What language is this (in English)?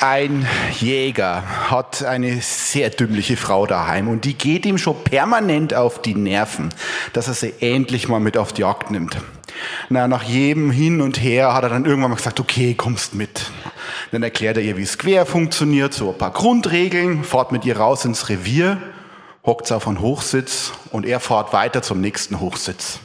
Bavarian